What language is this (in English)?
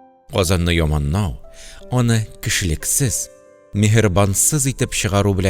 Tatar